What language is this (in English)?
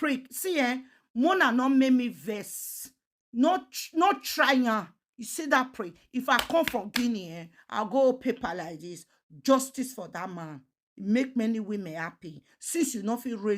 Nigerian Pidgin